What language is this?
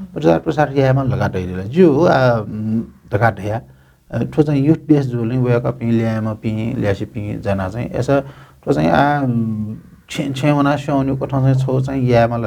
Newari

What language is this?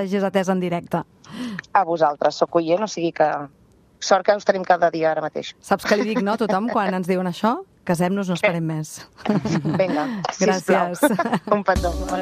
Catalan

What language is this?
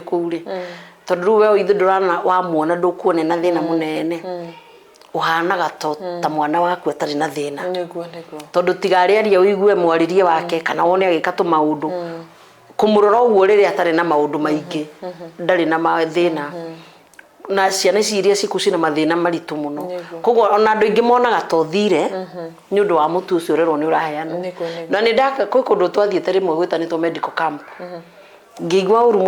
Kikuyu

